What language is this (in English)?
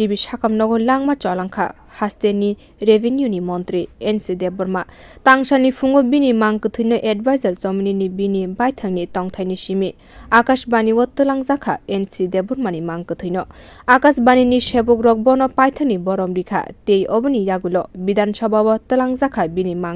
Kok Borok